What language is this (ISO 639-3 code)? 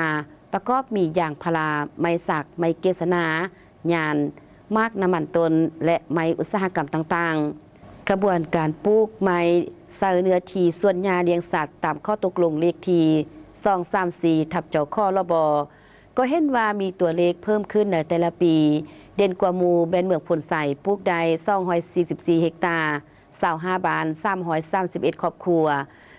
lao